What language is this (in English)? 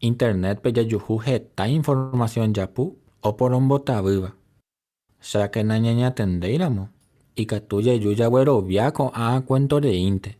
Guarani